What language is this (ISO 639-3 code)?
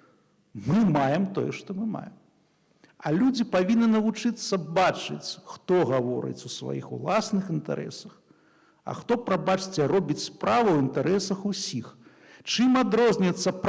bel